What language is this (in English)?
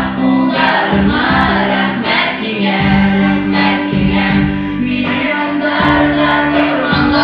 Bashkir